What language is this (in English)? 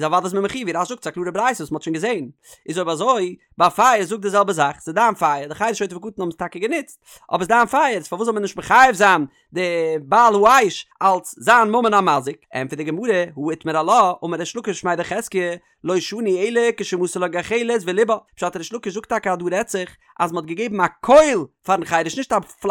Yiddish